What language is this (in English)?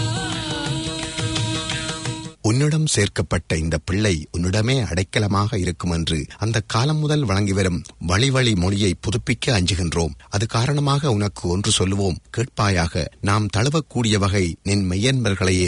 Tamil